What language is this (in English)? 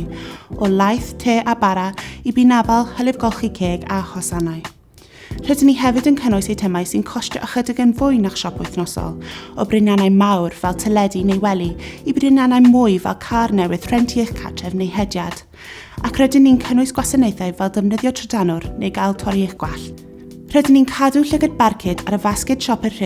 Welsh